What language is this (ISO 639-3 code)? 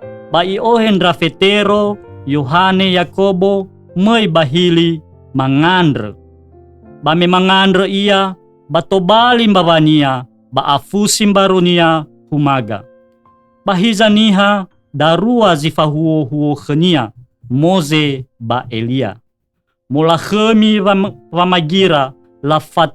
nia